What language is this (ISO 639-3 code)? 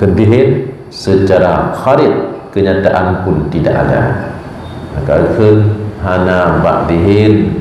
ace